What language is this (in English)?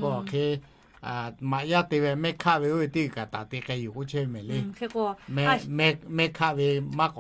Lahu